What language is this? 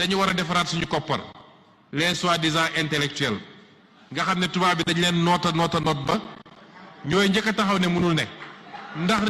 Wolof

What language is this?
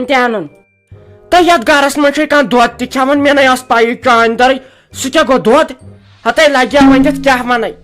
Kashmiri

